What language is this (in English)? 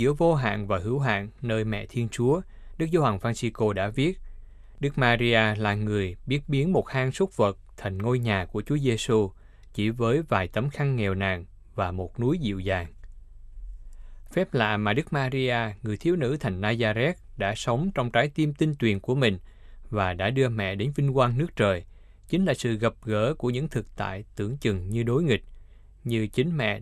Vietnamese